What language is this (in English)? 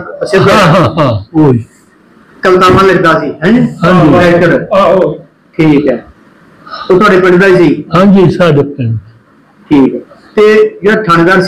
Punjabi